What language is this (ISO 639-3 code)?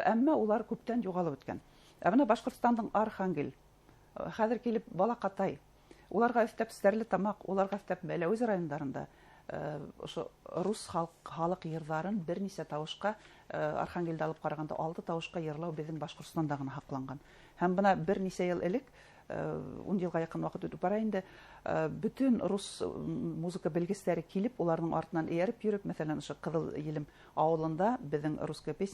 bak